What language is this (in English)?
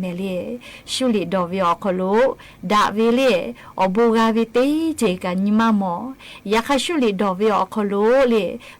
Lahu